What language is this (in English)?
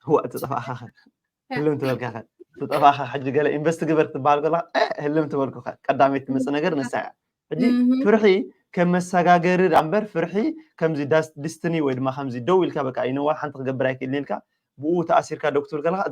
Tigrinya